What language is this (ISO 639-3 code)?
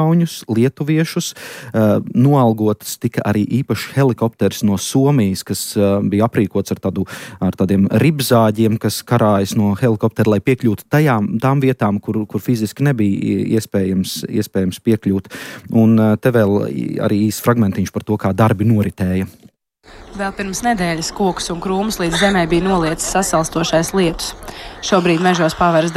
lav